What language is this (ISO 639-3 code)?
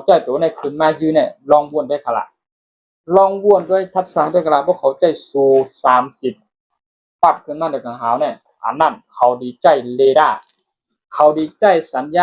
shn